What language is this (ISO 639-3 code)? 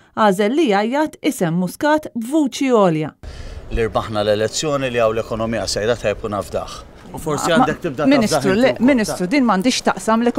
mlt